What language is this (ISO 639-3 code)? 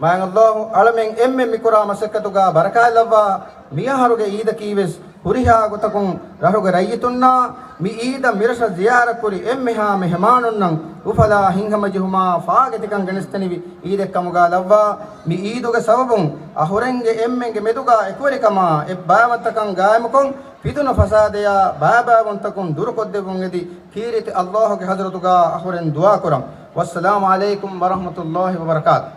div